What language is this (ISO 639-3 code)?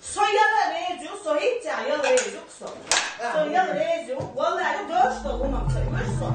che